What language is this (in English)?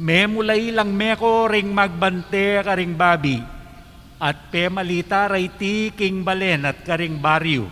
Pampanga